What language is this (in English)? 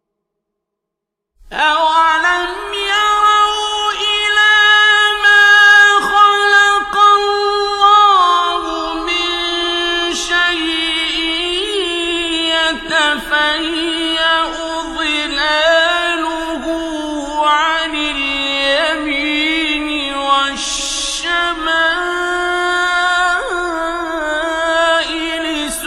Arabic